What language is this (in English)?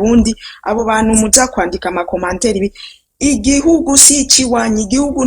Rundi